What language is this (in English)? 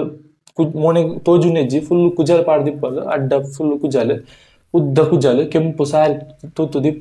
Tulu